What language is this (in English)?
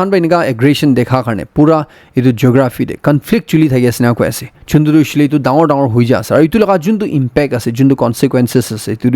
Naga Pidgin